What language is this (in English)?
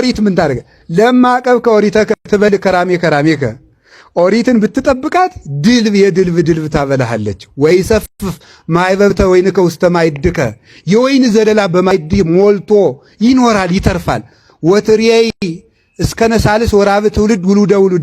Amharic